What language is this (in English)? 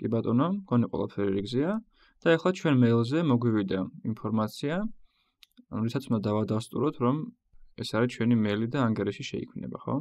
Georgian